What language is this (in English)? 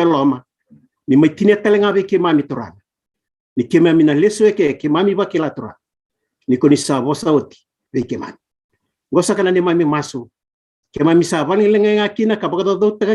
Fijian